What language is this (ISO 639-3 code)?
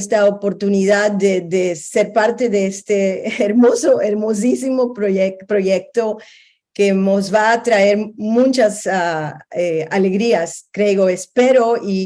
lad